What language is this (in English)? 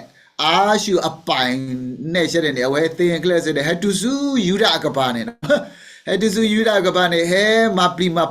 S'gaw Karen